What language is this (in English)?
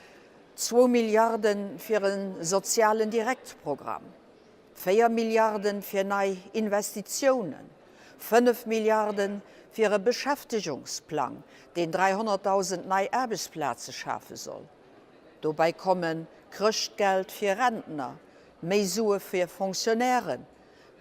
Luxembourgish